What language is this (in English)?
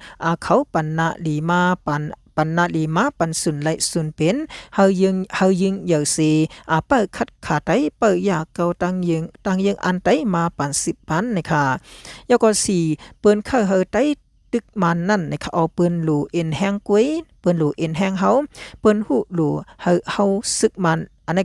Shan